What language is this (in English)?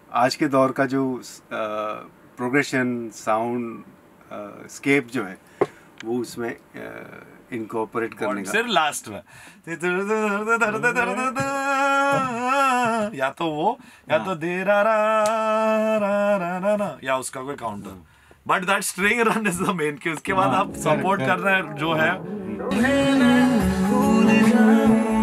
Hindi